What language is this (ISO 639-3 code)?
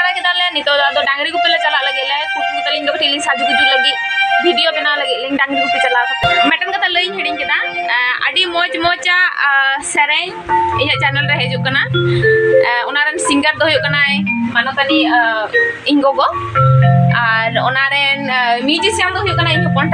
sat